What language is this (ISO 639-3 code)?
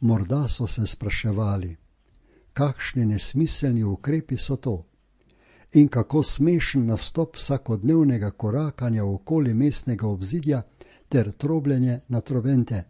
slv